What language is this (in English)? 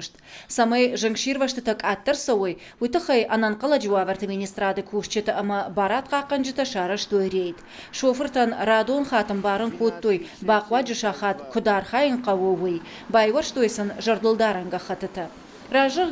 Ossetic